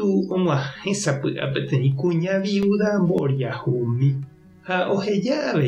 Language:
Guarani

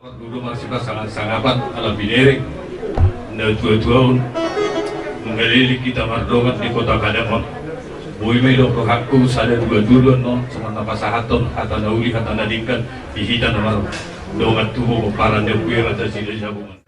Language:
Batak Toba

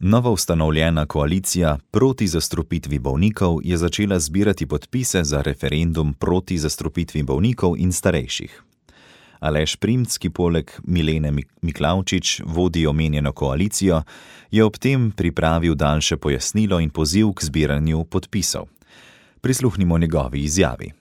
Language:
Slovenian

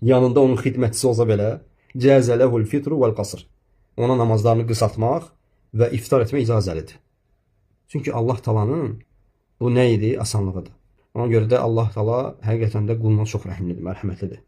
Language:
Azerbaijani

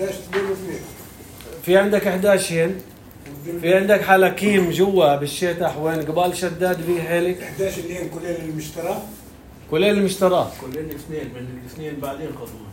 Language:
North Levantine Arabic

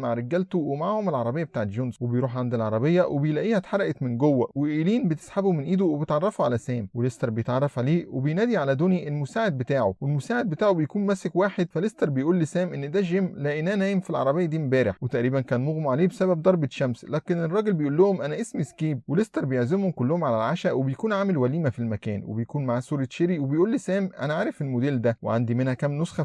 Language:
Egyptian Arabic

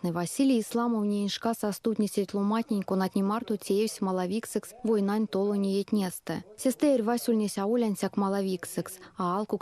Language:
Erzya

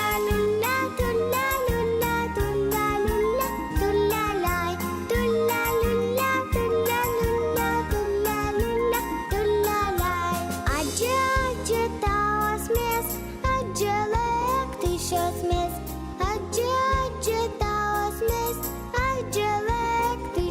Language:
Udmurt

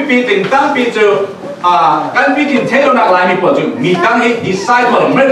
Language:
Falam Chin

